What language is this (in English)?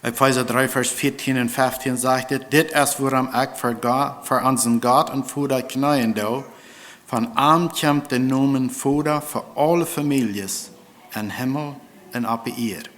Plautdietsch